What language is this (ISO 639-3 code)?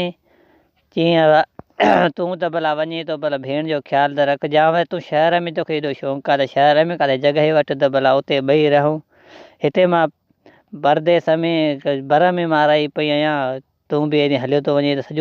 snd